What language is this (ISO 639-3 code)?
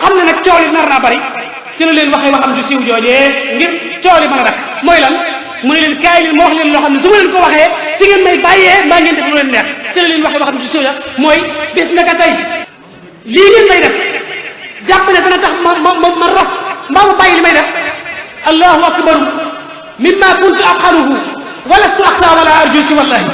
wol